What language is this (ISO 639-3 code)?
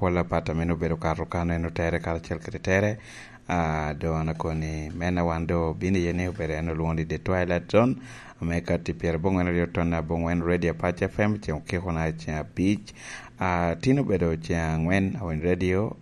laj